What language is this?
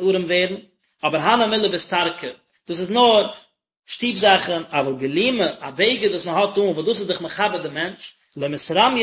Yiddish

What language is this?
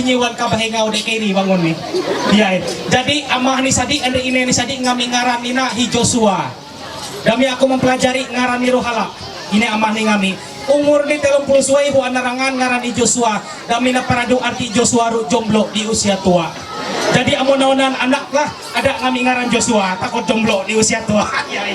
Ma'anyan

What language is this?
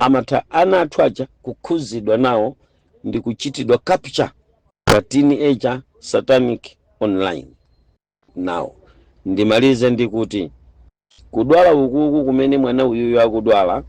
Nyanja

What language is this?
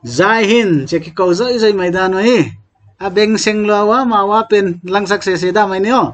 Paite Chin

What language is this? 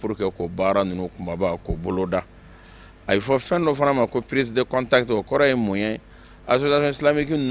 Bambara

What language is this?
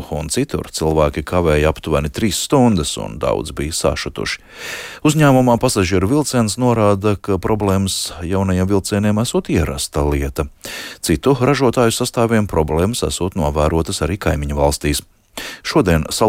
Latvian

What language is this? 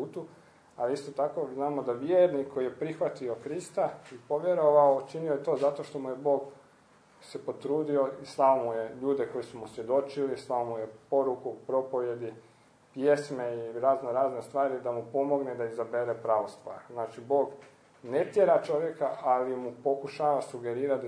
Croatian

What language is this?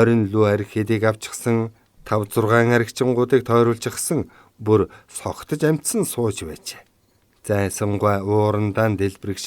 Mongolian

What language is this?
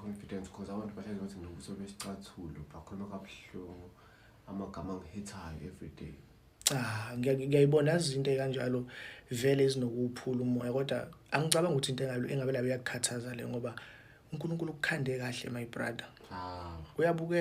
Zulu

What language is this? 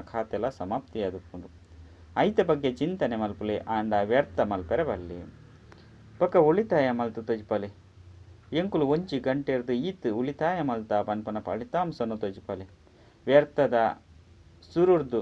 Tulu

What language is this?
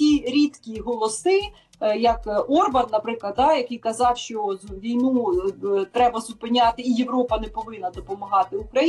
Ukrainian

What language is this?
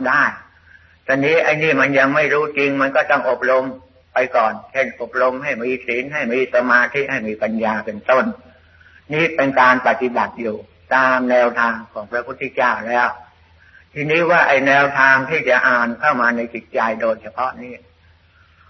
Thai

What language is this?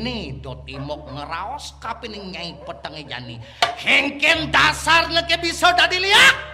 Balinese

